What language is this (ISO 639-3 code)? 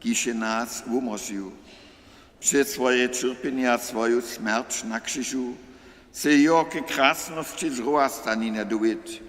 hsb